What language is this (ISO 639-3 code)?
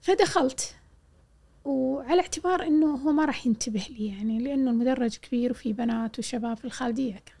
afb